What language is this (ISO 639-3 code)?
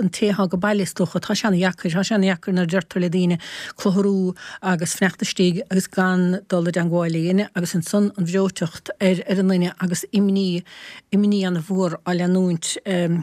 gle